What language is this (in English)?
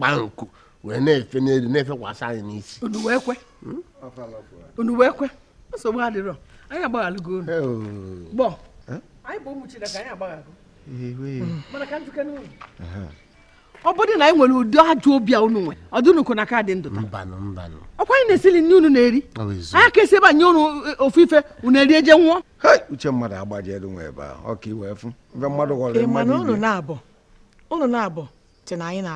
Igbo